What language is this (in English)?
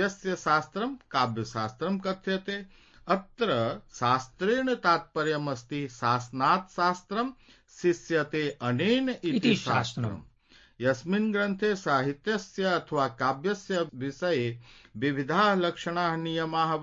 Sanskrit